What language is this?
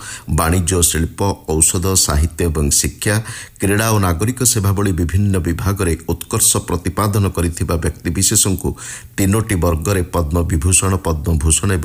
Odia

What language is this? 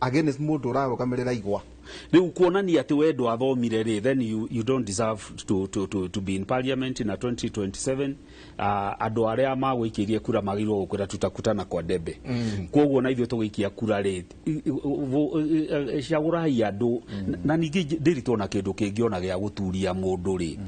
Kikuyu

